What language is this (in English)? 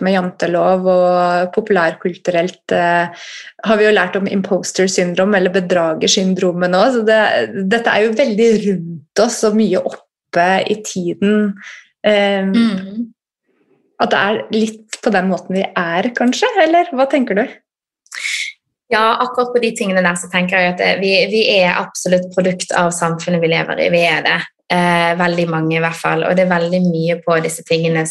Norwegian